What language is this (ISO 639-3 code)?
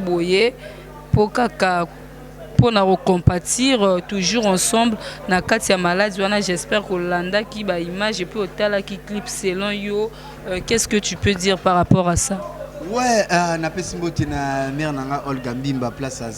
lin